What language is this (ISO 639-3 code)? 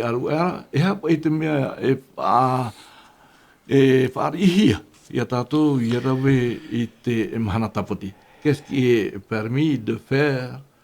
tah